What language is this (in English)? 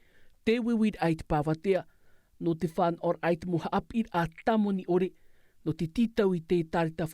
Tahitian